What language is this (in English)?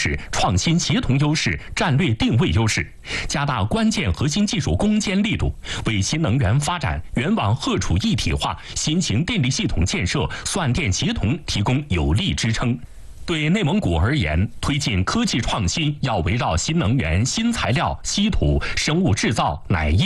Chinese